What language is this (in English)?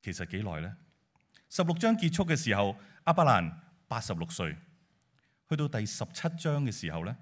Cantonese